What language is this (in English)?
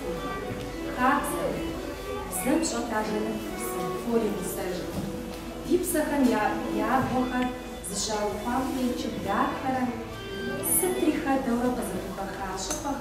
Kabardian